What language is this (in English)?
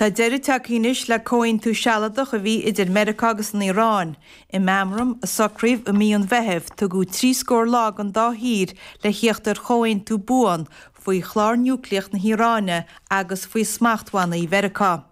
Irish